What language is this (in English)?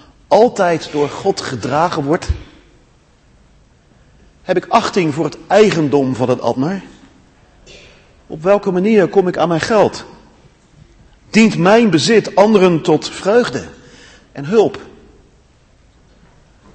Dutch